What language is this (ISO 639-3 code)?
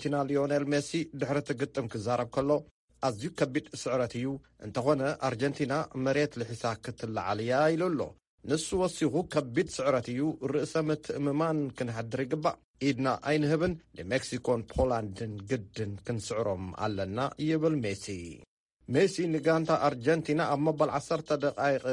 tir